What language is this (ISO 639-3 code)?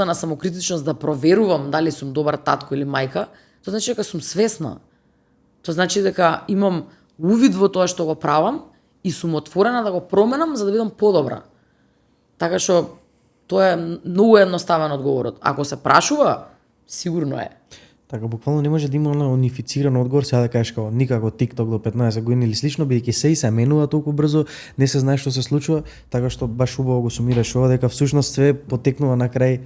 mkd